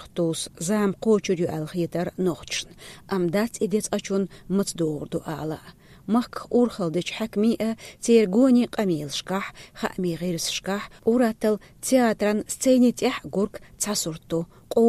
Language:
Chechen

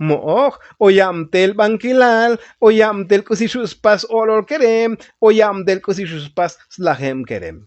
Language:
Tzotzil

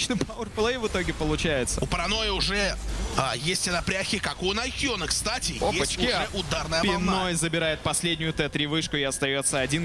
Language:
Russian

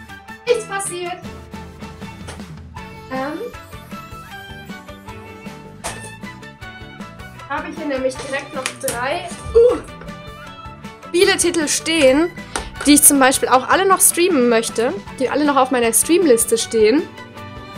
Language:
German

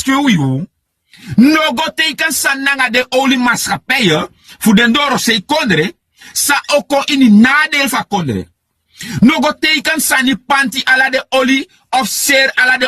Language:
Sranan Tongo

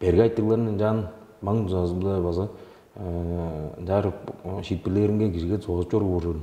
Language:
Tuvinian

